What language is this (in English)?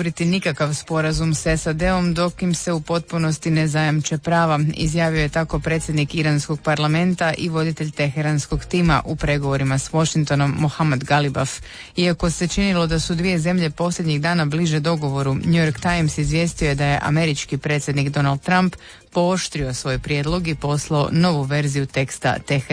Croatian